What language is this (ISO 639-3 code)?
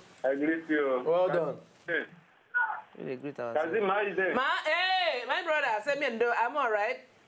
pcm